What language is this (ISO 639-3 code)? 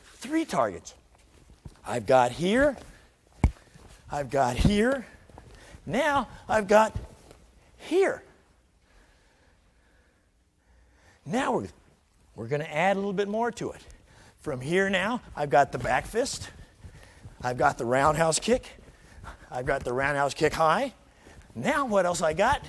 eng